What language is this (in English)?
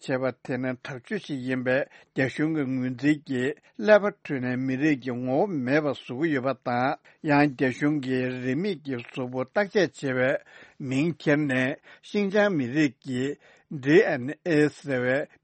Tibetan